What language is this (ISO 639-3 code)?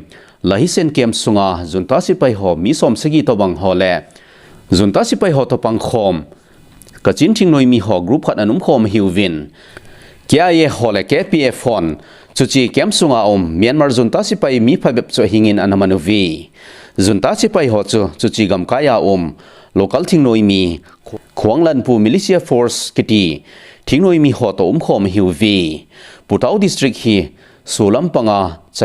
tcz